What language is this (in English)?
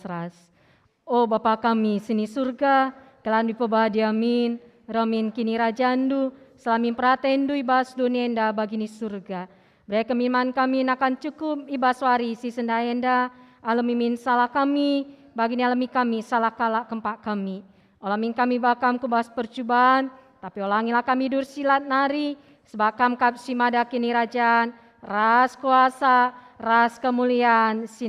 Batak Karo